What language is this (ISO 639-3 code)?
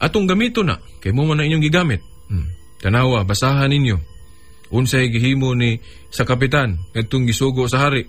ceb